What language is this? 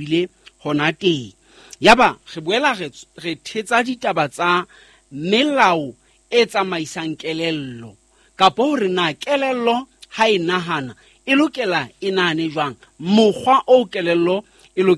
Southern Sotho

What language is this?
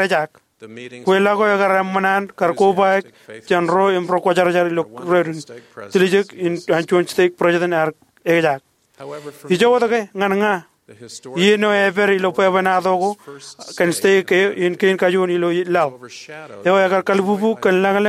Marshallese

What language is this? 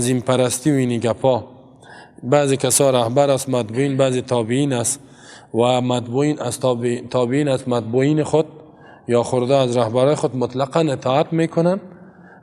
Persian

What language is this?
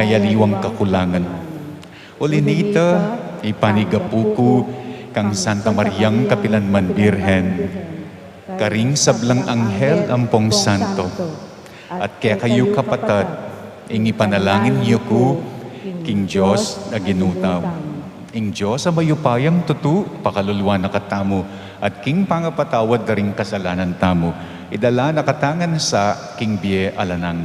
Pampanga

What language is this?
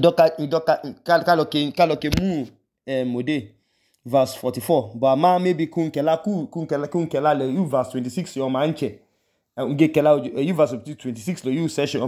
Idoma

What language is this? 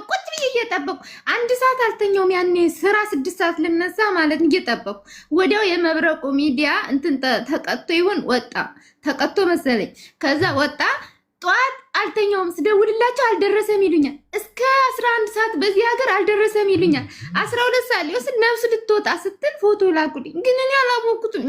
Amharic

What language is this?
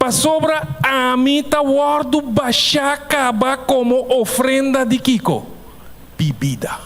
Papiamento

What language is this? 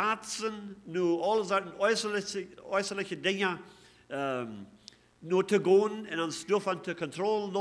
Plautdietsch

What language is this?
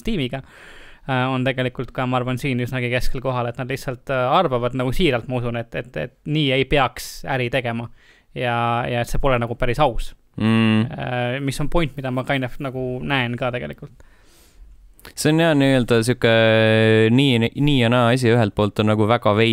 Estonian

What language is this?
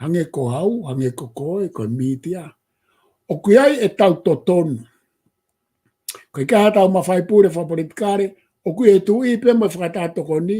Tongan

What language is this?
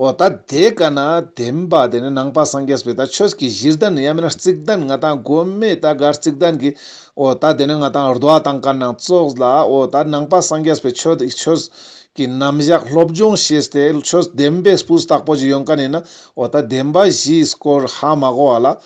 Ladakhi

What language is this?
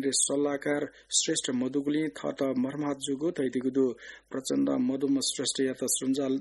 Newari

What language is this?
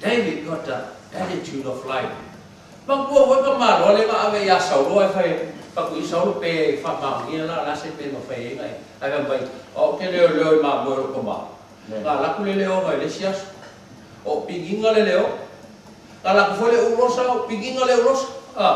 Samoan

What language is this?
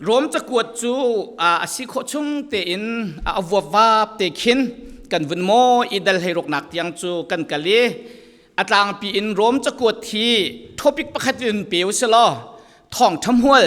Falam Chin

